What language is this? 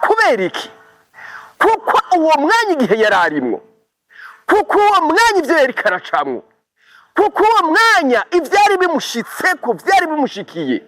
Rundi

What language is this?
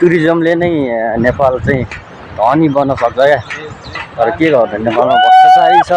Nepali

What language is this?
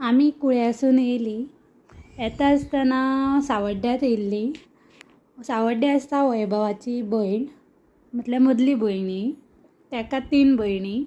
Konkani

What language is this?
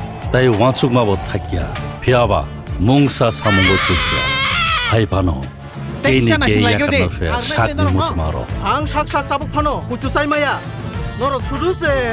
Kok Borok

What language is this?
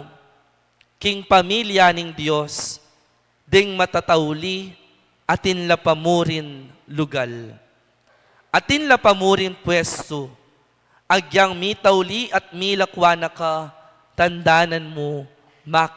Pampanga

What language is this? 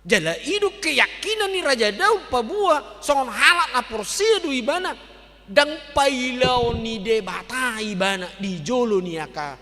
Batak Toba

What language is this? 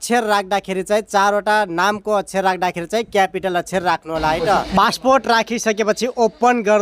Nepali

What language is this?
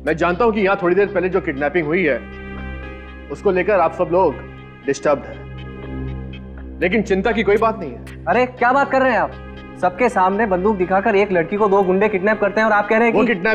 Hindi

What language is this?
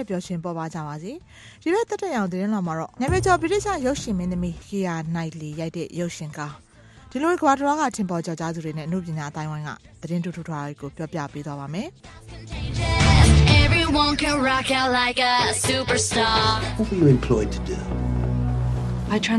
Burmese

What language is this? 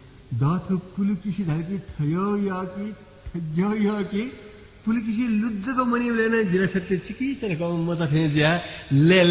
Newari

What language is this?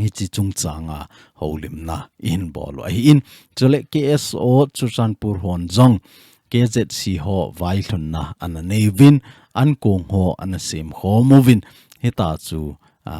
Thado Chin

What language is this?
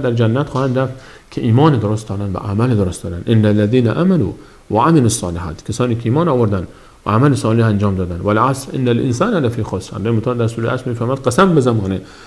Persian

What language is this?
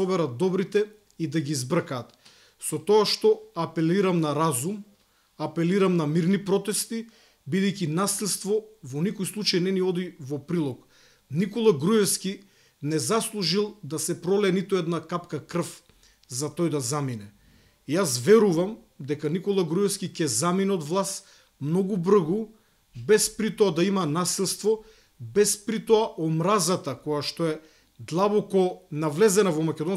Macedonian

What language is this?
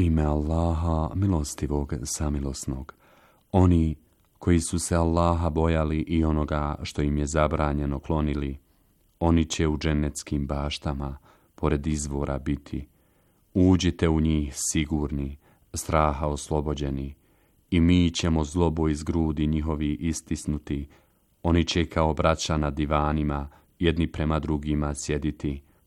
Bosnian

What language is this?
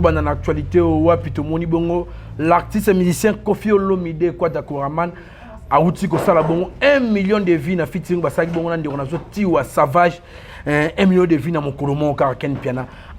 Lingala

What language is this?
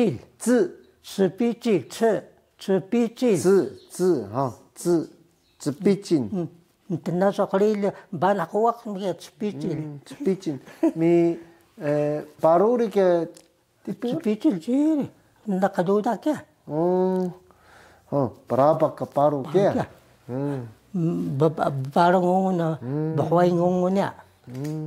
Taroko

